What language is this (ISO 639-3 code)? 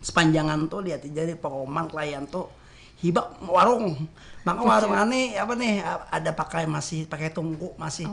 bjn